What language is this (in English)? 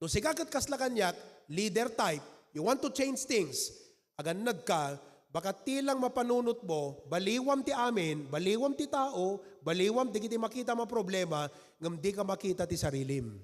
Iloko